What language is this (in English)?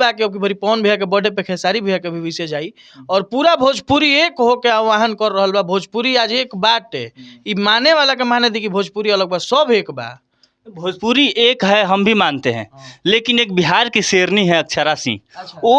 Bhojpuri